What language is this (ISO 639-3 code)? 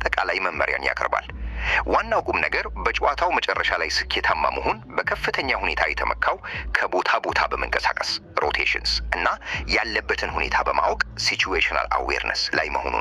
amh